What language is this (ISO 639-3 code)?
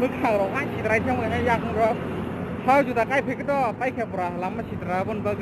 trp